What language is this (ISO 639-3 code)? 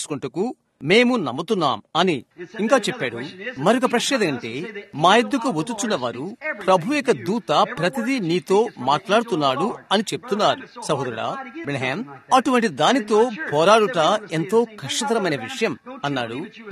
tel